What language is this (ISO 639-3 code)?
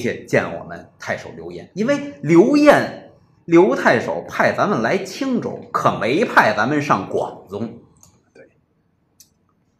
zho